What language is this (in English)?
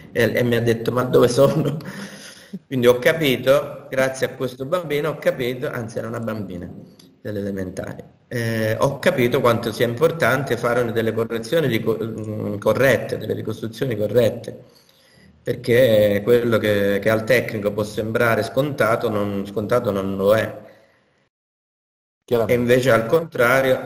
Italian